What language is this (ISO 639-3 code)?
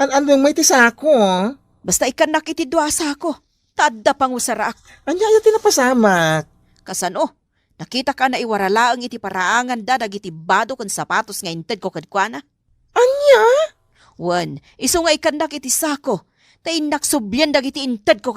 ilo